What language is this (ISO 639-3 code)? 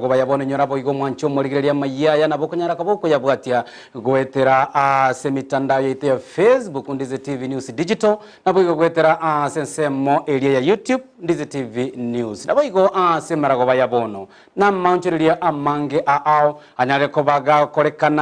guz